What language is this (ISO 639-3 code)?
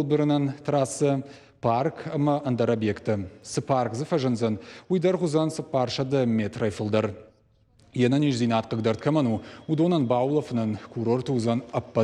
oss